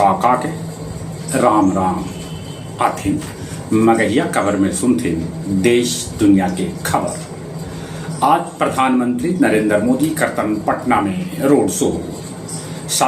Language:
Magahi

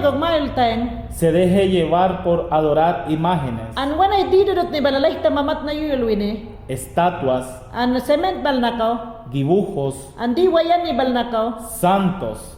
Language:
Mayangna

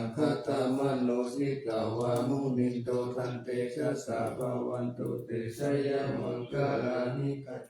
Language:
Pali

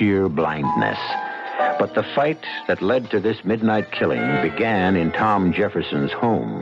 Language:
English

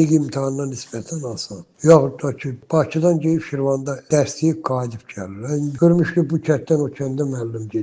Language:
Azerbaijani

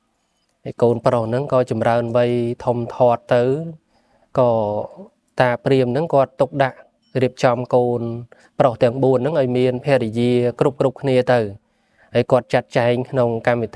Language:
Khmer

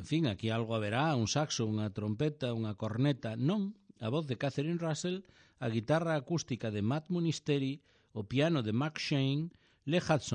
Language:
Galician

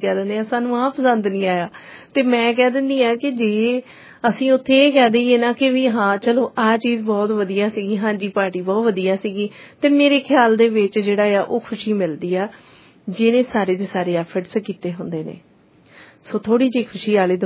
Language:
Punjabi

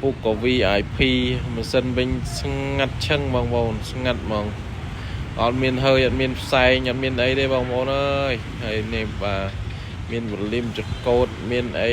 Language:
Khmer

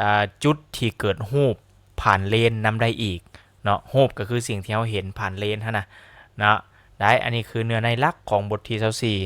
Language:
Lao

